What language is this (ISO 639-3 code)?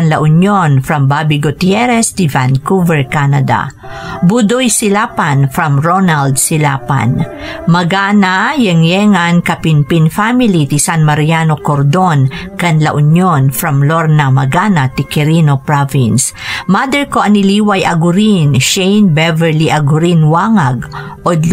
ilo